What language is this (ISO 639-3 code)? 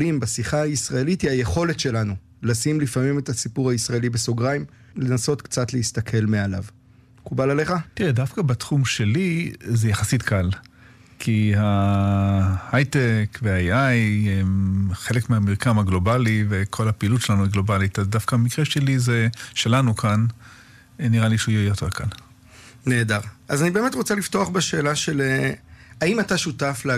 heb